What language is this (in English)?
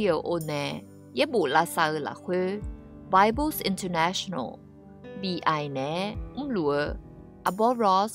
Akha